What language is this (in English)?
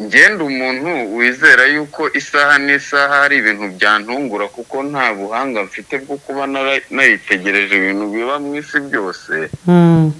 Kinyarwanda